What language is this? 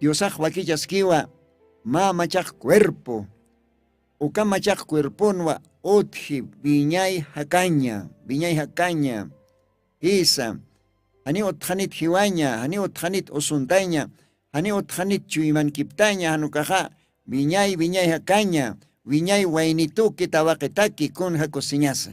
Aymara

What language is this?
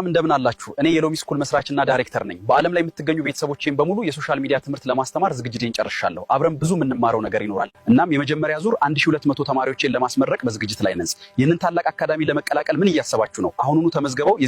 Amharic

